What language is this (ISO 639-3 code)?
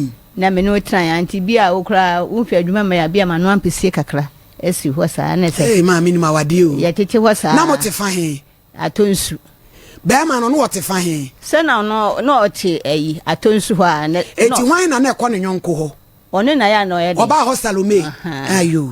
aka